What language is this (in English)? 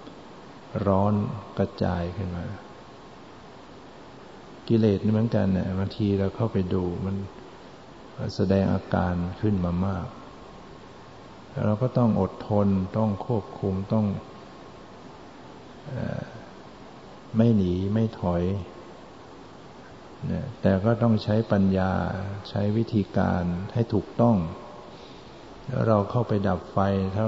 Thai